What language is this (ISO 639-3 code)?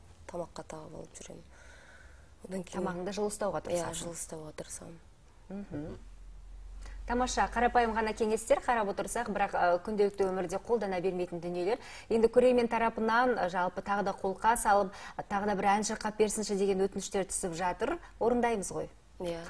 kaz